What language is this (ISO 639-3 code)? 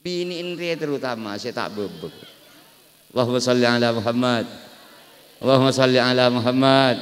mad